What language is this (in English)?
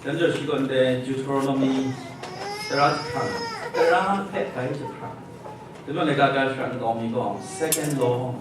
Kachin